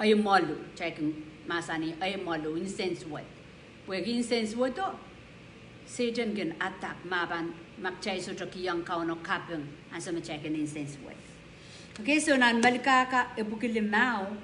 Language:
Pohnpeian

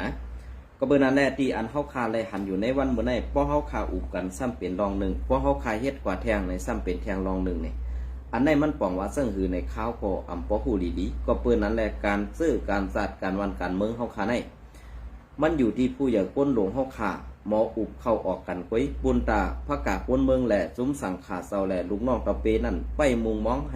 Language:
Shan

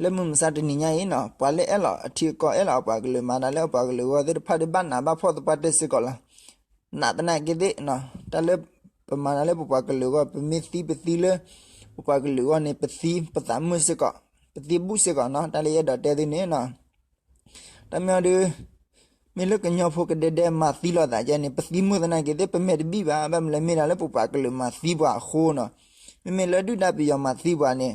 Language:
S'gaw Karen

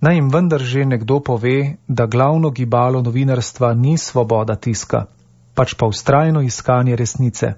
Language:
Slovenian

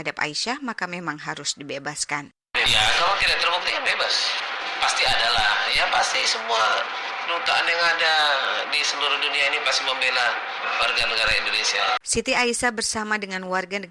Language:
Indonesian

